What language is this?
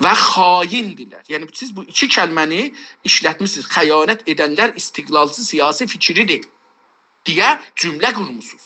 South Azerbaijani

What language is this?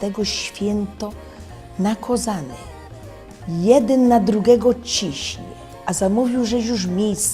Silesian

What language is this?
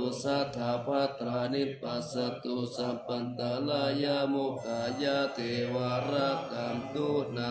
Pali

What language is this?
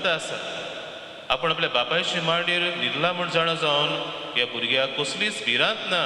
Konkani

